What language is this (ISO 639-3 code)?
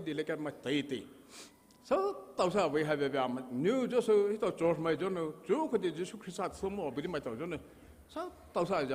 pmx